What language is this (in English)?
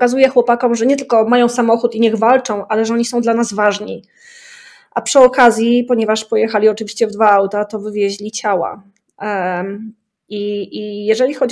Polish